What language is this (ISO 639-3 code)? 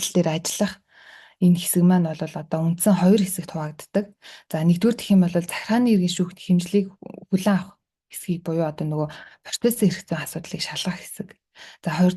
mon